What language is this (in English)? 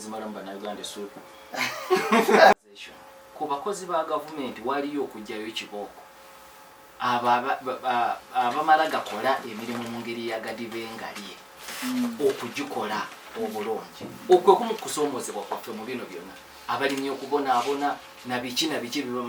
Ganda